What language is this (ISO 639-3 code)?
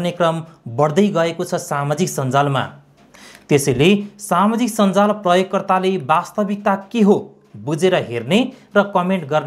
nep